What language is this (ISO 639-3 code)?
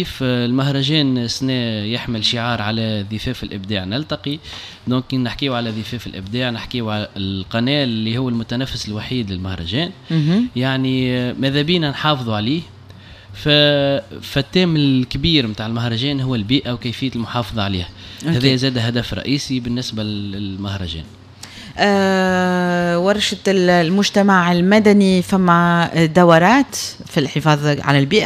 aeb